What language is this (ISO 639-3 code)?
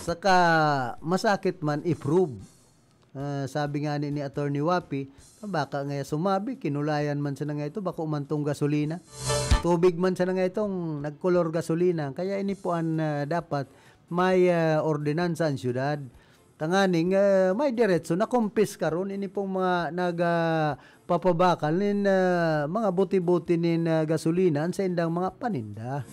bik